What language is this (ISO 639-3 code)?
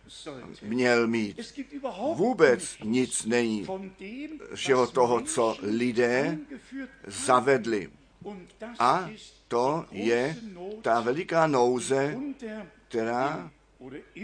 ces